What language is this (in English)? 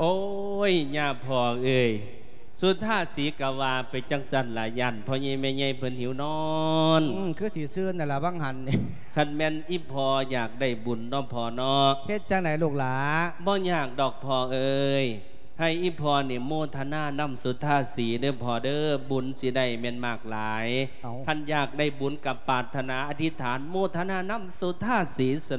Lao